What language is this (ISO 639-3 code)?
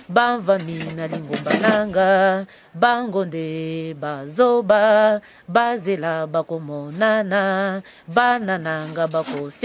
lin